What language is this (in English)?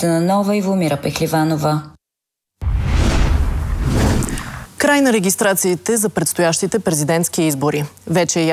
Bulgarian